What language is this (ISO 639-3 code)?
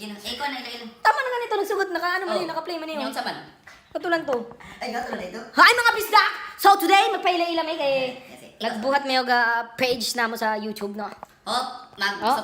ceb